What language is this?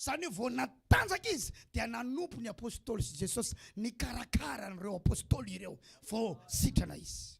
Malagasy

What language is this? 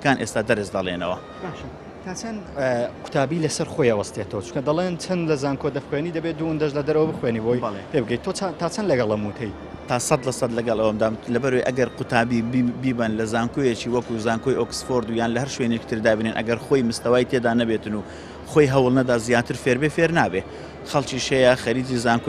Central Kurdish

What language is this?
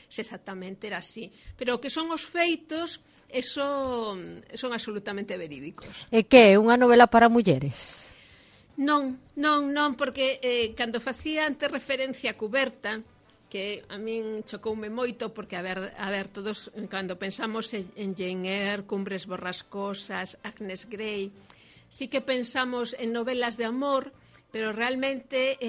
Galician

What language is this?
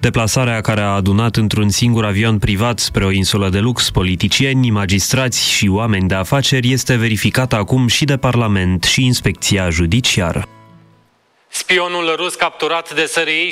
Romanian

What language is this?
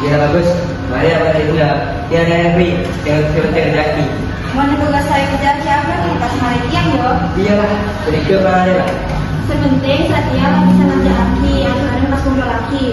Madurese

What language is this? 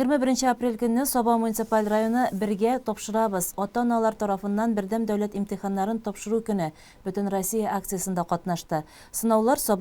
Tatar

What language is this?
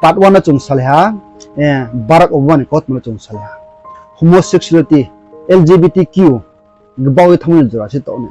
Riang (India)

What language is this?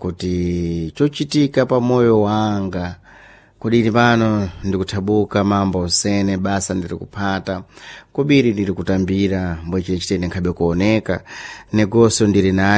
Sena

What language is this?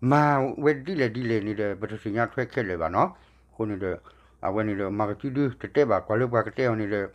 S'gaw Karen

